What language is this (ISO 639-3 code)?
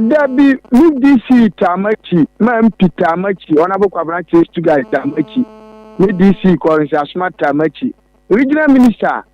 aka